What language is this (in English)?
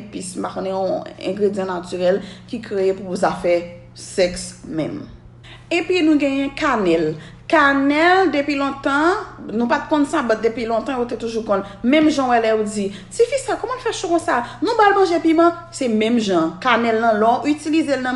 Haitian Creole